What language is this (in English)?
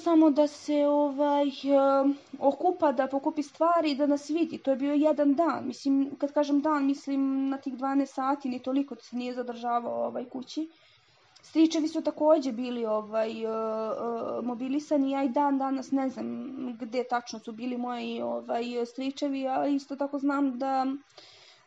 Serbian